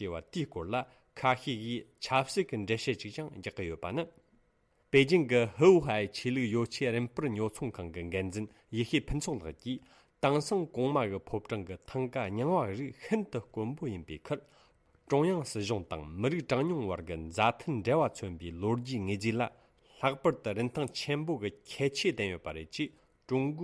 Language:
Tibetan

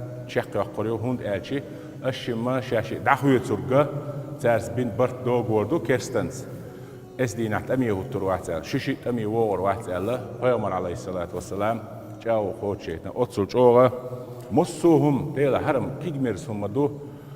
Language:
Chechen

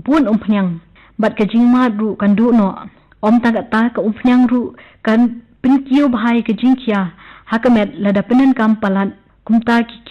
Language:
Khasi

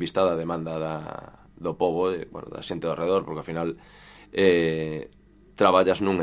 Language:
Galician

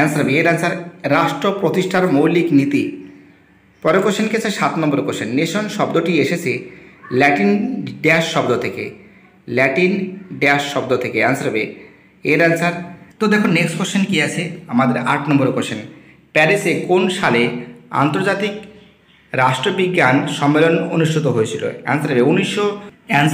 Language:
Bangla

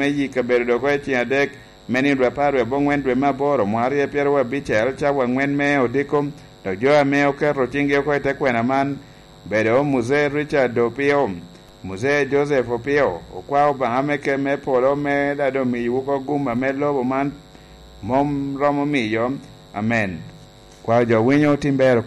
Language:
Lango (Uganda)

